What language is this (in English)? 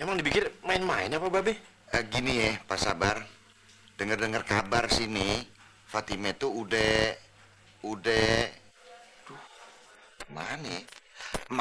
Betawi